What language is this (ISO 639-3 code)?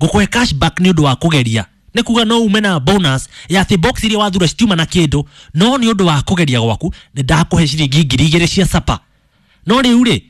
kik